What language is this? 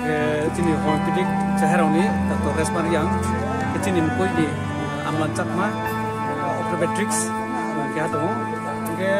Riang (India)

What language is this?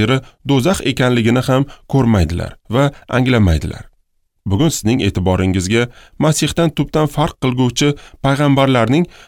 Uzbek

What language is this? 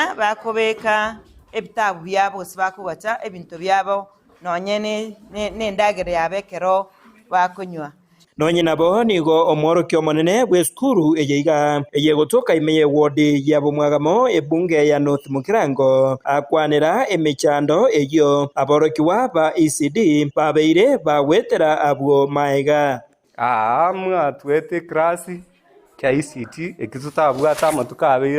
Gusii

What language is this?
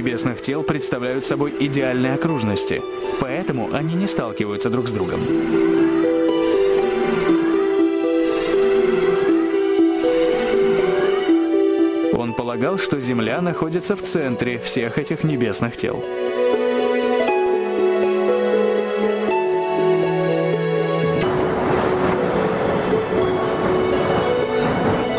Russian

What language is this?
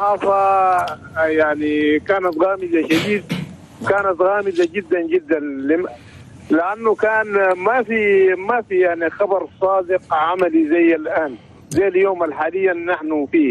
Chadian Arabic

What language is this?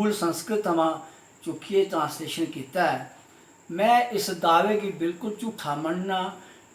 Dogri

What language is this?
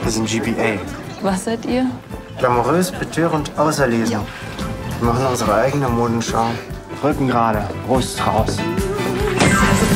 German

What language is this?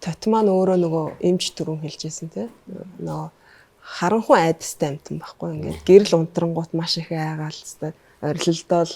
Mongolian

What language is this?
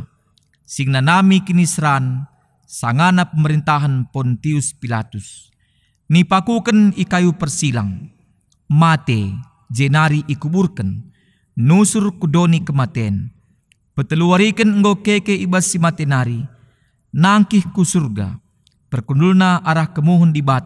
Batak Karo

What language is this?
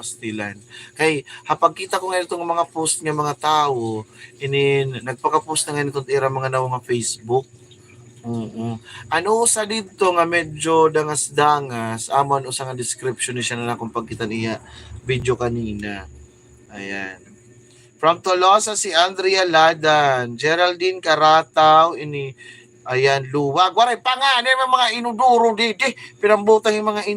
Waray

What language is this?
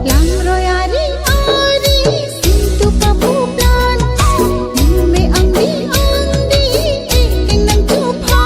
Karbi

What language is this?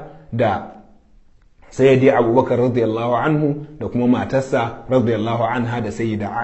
Hausa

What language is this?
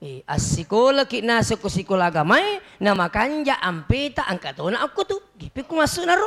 Buginese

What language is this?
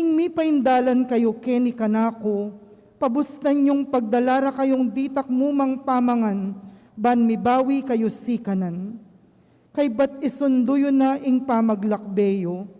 Pampanga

